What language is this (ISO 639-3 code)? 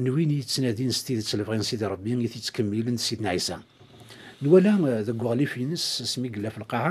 kab